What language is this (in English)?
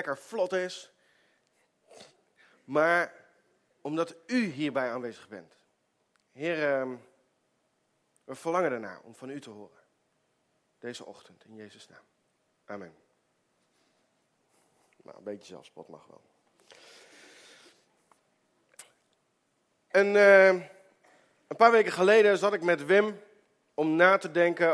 Dutch